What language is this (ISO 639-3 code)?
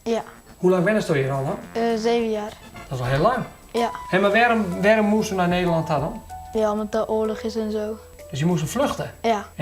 fry